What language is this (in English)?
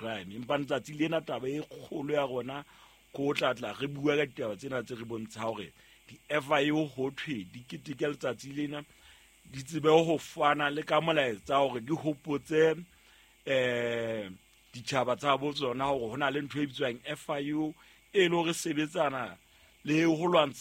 Southern Sotho